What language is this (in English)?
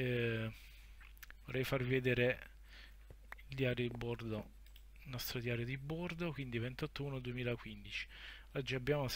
Italian